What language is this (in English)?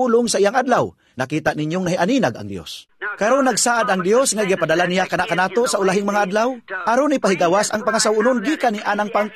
Cebuano